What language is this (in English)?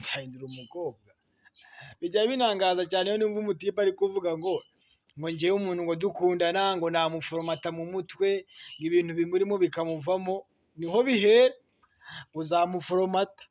Kinyarwanda